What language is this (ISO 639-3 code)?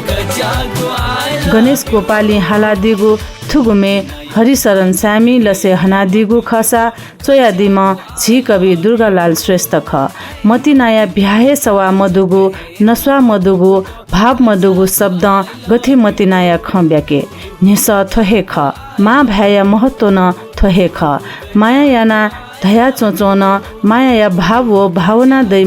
new